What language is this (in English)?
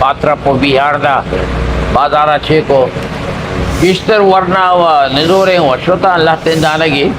Eastern Balochi